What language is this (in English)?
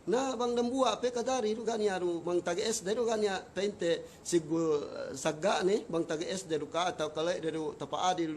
Yakan